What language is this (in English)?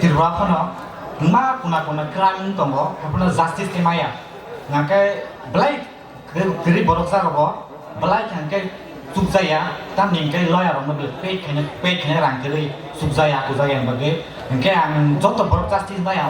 Kok Borok